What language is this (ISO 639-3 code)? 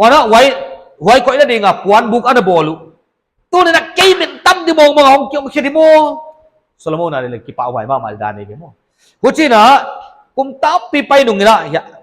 pck